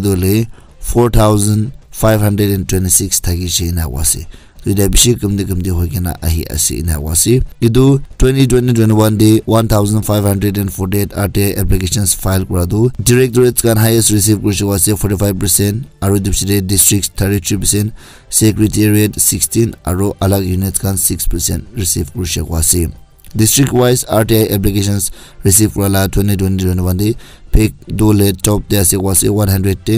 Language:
Naga Pidgin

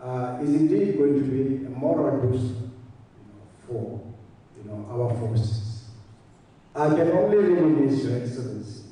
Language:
Tswana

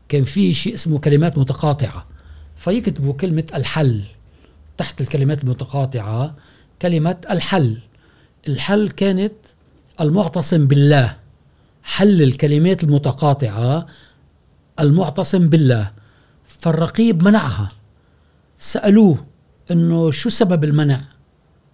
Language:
Gulf Arabic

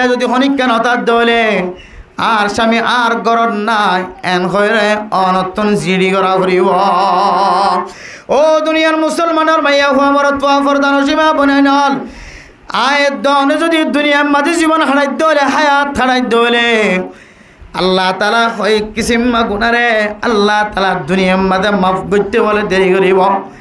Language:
Rohingya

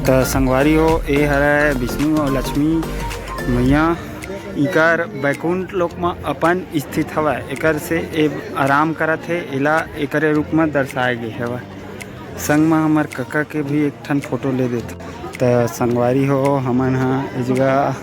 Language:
Chhattisgarhi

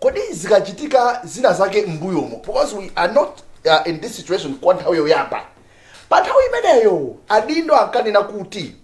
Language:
Nyanja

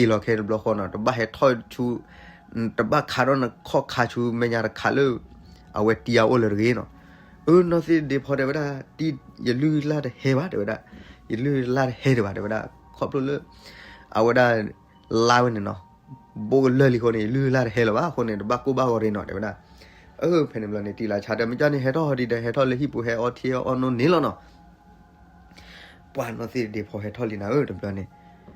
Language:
S'gaw Karen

